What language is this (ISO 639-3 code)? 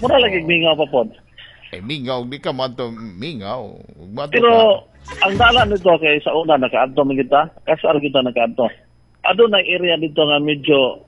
ceb